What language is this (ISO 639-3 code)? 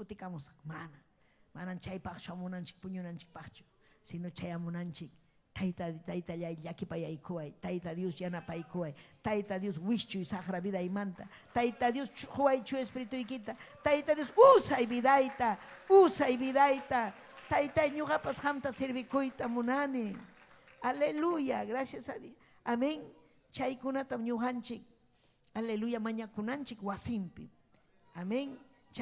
quy